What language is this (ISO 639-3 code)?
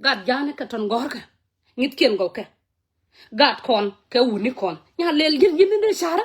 nus